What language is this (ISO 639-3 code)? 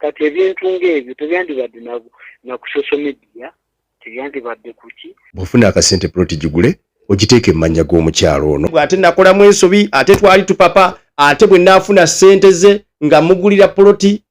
lug